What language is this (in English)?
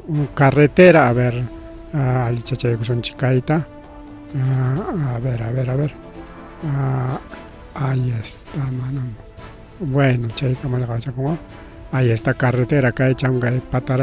Ayacucho Quechua